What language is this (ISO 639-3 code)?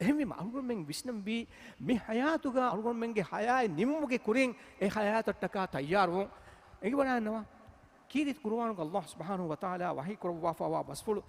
div